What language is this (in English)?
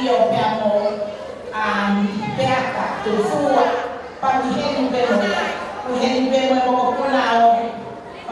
Tongan